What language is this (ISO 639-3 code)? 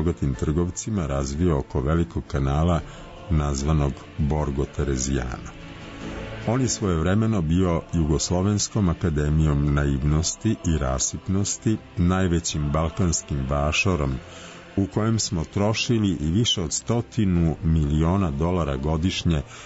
srp